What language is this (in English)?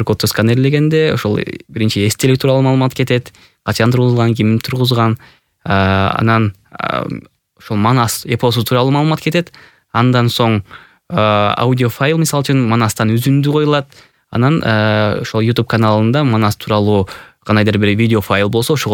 Kyrgyz